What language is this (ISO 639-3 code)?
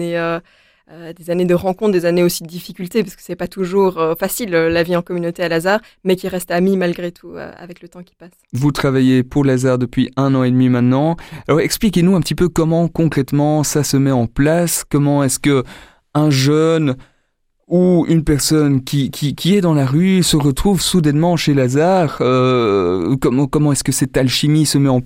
fra